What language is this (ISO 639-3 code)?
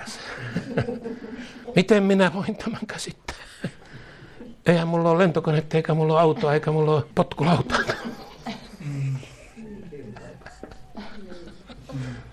fin